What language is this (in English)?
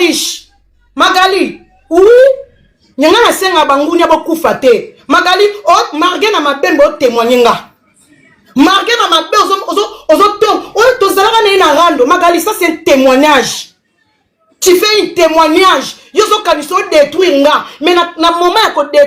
Lingala